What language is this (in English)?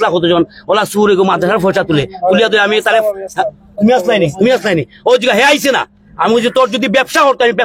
Sylheti